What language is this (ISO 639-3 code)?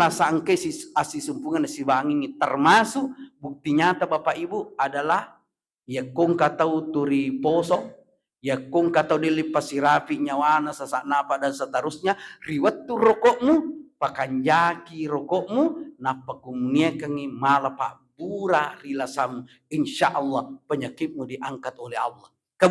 bug